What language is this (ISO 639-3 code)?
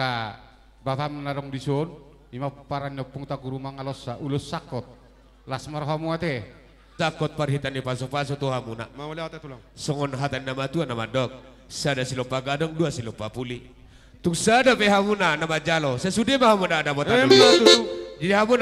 bbc